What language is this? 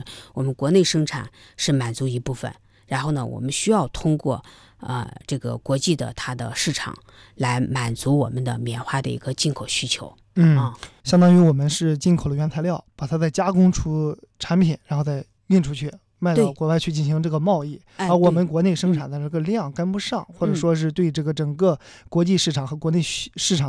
Chinese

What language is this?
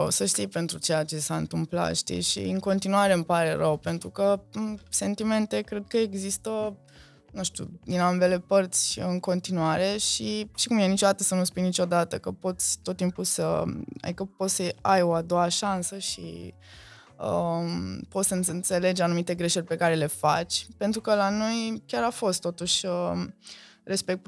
Romanian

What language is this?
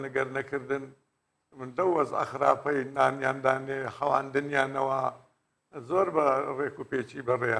Central Kurdish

